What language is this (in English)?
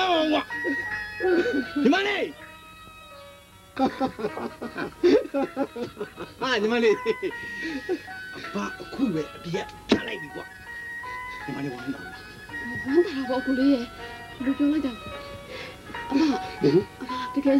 Burmese